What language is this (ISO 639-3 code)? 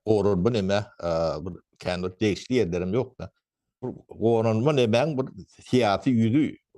tuk